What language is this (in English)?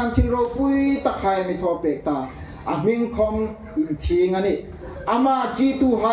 Hmar